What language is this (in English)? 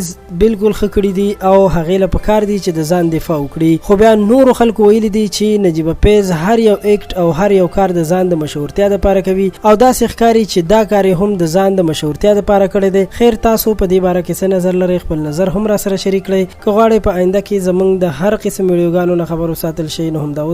Pashto